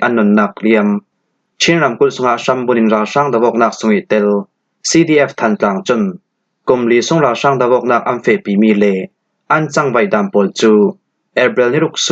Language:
Falam Chin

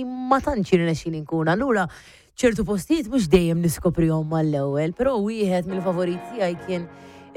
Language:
Maltese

